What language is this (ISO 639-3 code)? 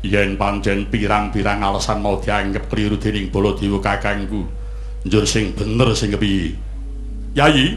jav